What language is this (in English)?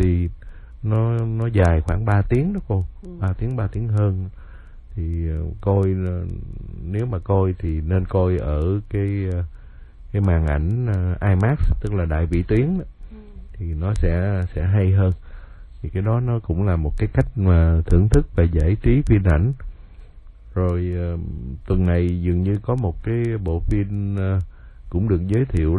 Vietnamese